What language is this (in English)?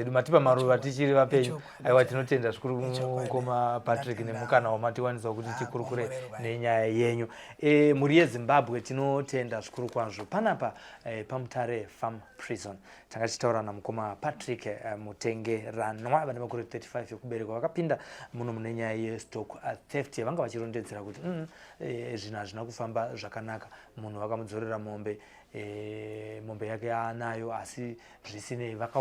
Shona